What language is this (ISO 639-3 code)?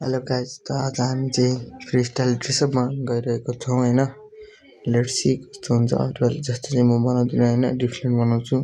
nep